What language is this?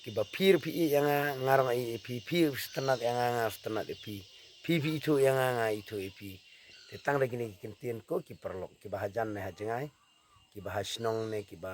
Khasi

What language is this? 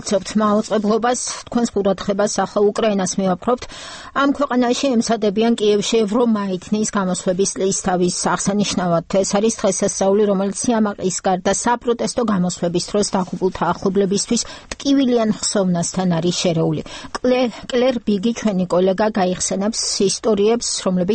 Georgian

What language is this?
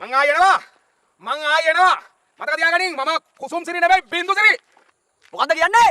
Sinhala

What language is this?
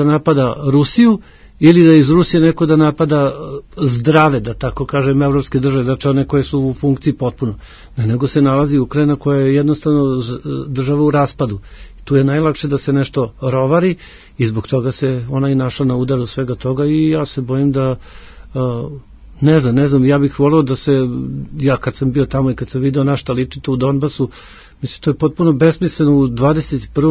Serbian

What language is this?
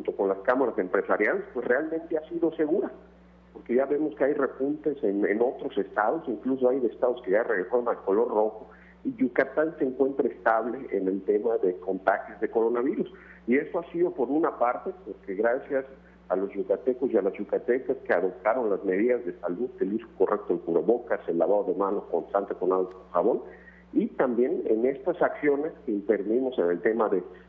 Spanish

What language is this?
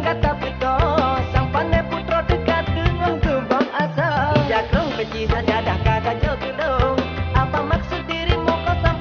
Achinese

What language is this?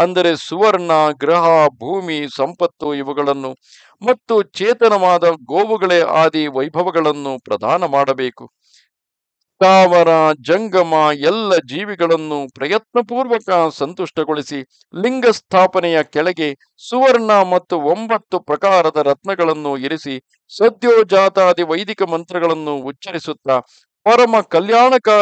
Kannada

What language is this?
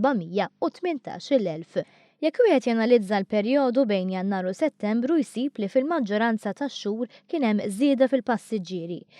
Maltese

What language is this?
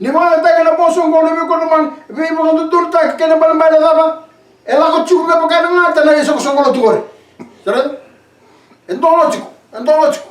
Fijian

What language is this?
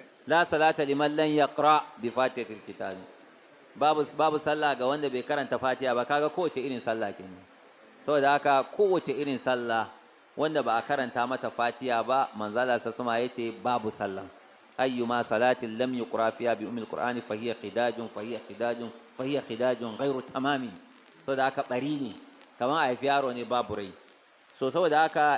Hausa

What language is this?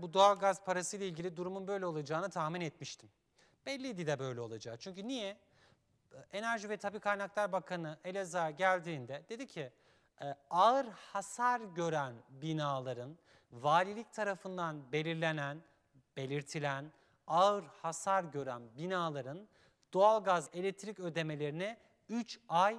Turkish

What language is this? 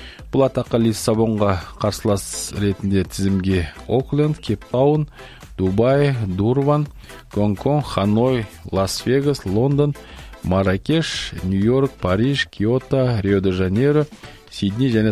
Kazakh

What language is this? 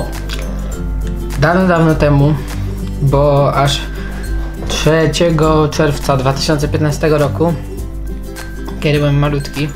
Polish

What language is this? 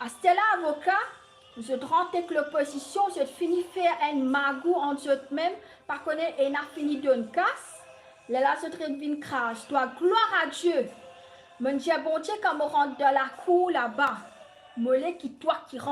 Morisyen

